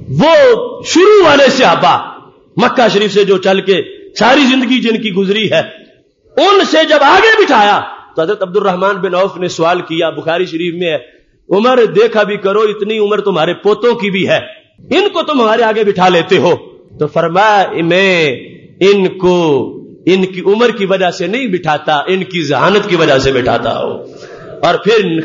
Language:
Urdu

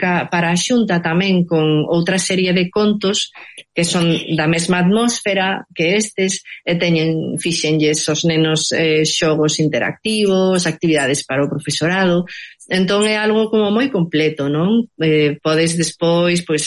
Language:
Galician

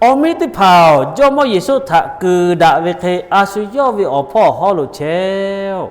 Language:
Lahu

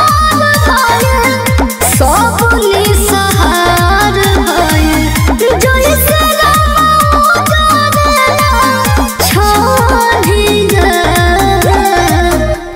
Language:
Bhojpuri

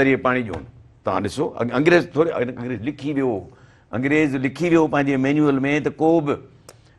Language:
Sindhi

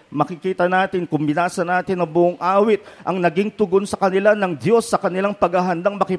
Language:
Filipino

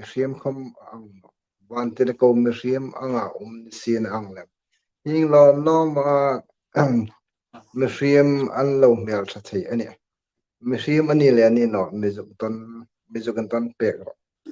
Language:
Hmar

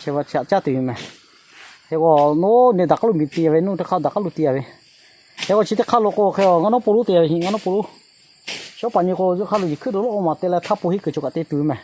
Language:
Lahu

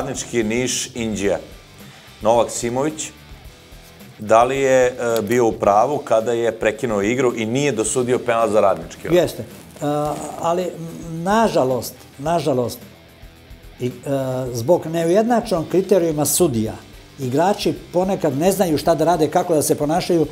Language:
Serbian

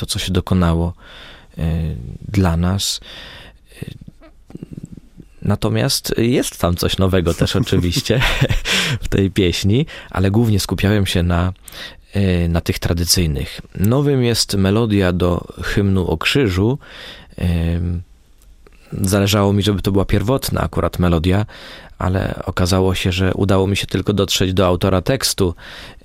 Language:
Polish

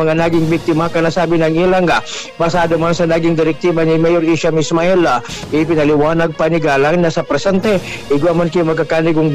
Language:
Bikol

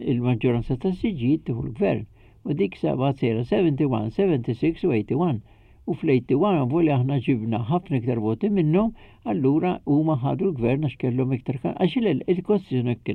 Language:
Maltese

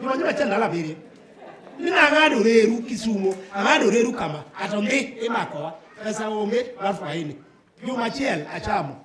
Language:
Luo (Kenya and Tanzania)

